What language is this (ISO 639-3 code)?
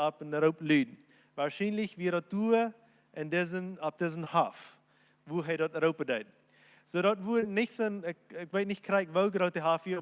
pdt